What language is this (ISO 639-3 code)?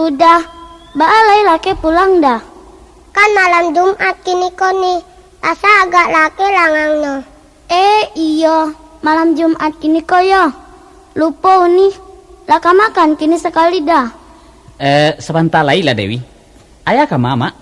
min